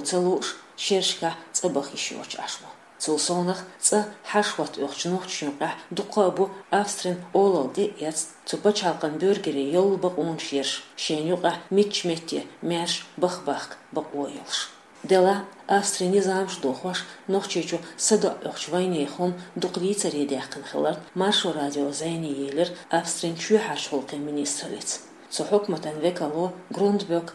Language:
Chechen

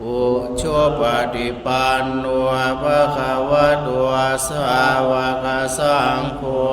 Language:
Pali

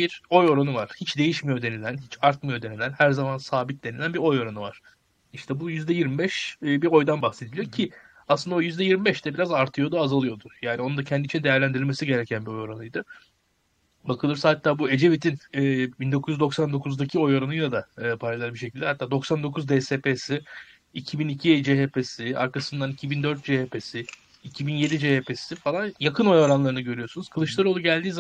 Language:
Turkish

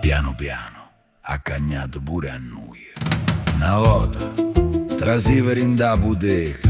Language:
Neapolitan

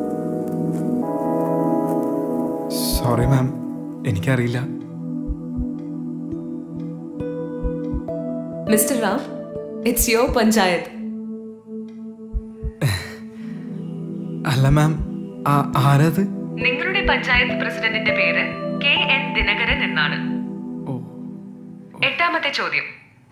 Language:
Malayalam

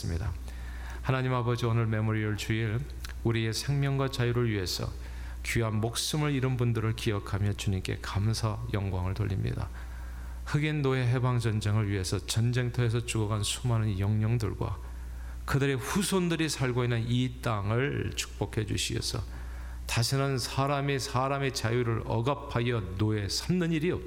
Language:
Korean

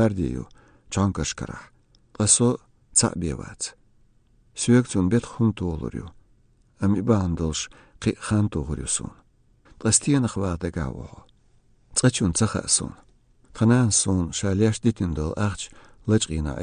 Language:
Chechen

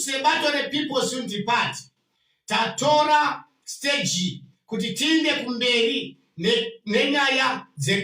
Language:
Shona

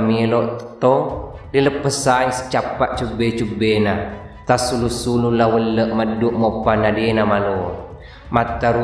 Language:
Buginese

